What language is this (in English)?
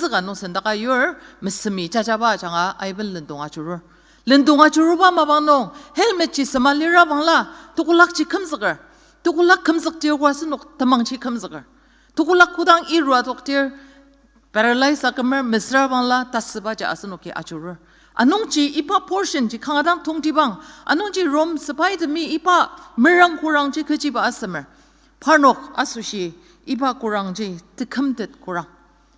Ao Naga